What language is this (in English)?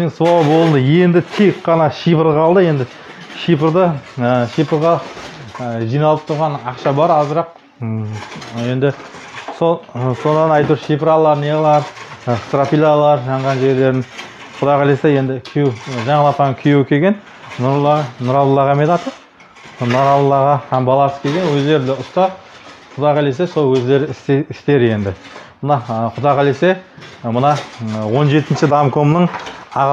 Kazakh